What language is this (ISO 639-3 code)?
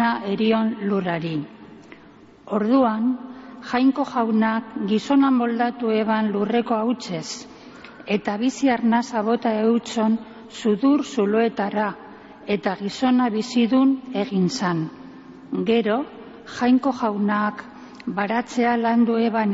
eus